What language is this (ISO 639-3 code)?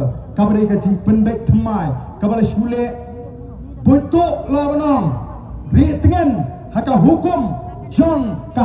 kha